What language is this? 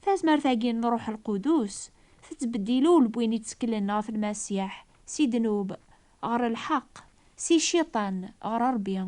Kabyle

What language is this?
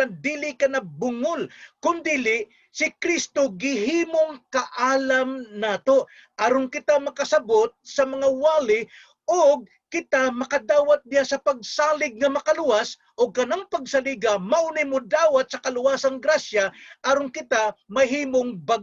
Cebuano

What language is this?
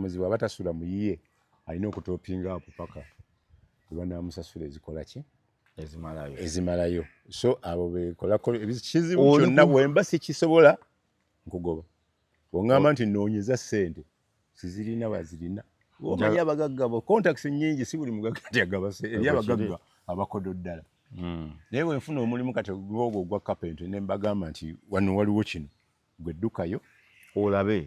Ganda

